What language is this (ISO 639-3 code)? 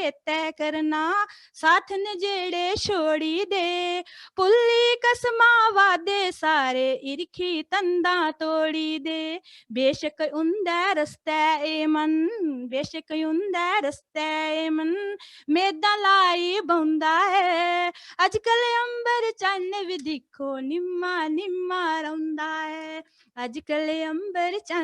doi